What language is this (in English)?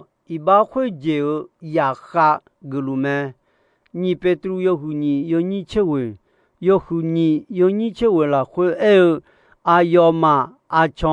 Akha